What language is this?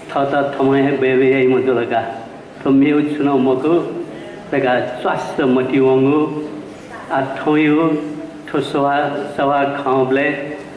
Newari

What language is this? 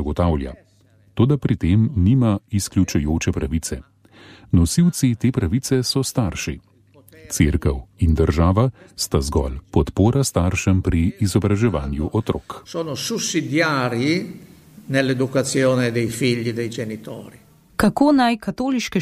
Slovenian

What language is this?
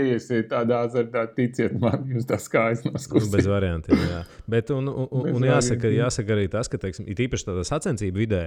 Latvian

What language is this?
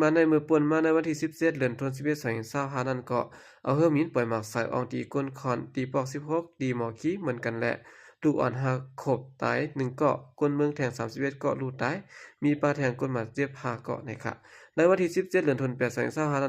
Shan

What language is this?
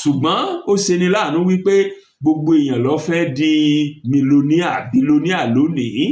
Yoruba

